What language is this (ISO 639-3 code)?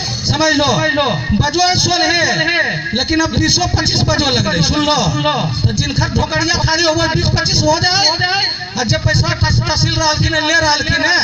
mag